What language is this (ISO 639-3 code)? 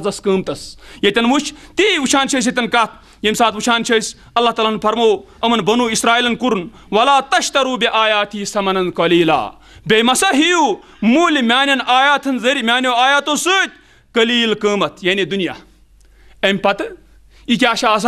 kas